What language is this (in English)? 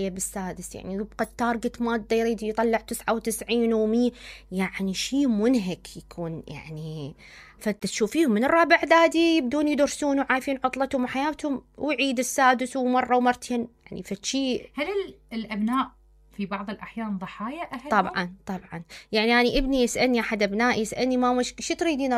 Mesopotamian Arabic